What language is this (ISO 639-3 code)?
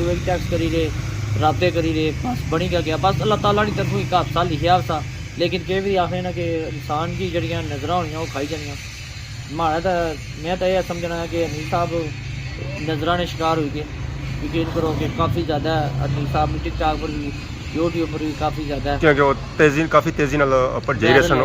phr